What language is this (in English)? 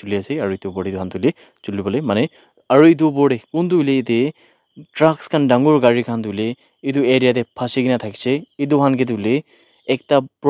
Naga Pidgin